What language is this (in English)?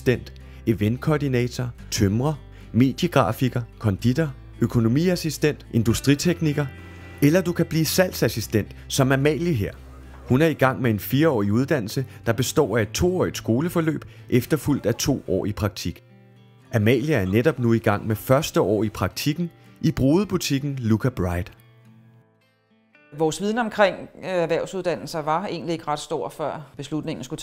Danish